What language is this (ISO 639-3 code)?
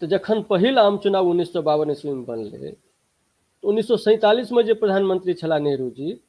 mai